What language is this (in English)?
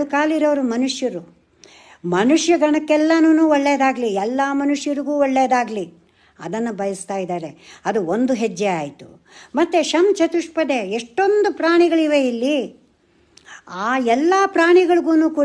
Kannada